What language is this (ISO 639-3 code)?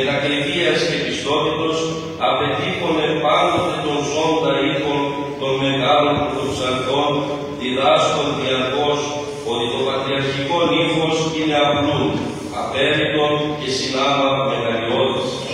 ell